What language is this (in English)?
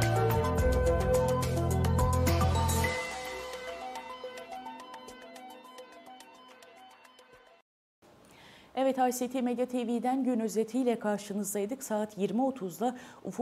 Turkish